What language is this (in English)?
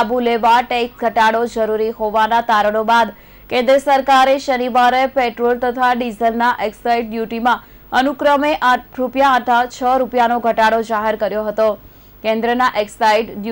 Gujarati